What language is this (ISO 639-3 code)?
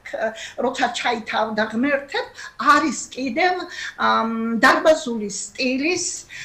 kat